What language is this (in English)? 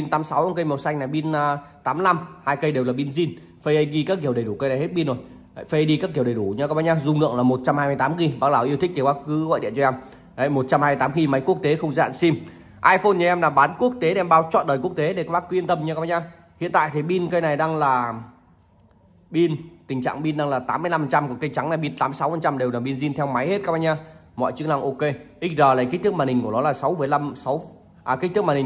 Vietnamese